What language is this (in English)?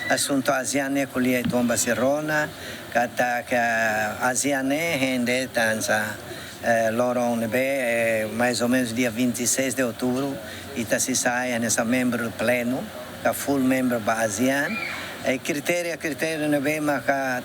Tetum